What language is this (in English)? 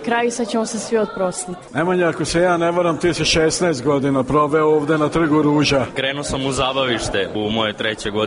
Serbian